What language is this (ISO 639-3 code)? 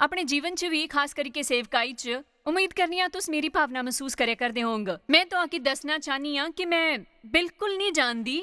doi